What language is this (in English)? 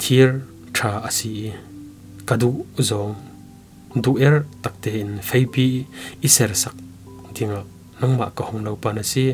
Falam Chin